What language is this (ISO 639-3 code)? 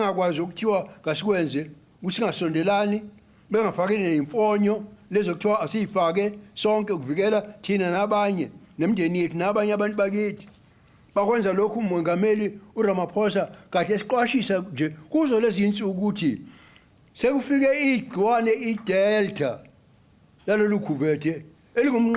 zul